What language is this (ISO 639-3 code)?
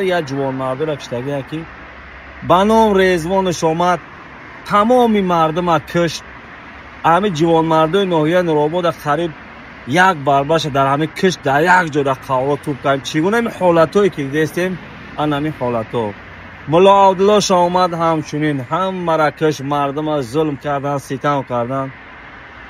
tgk